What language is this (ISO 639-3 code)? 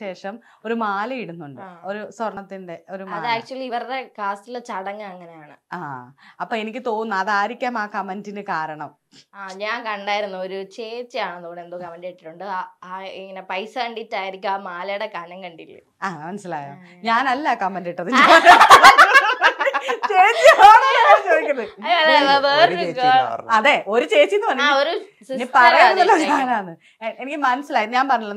mal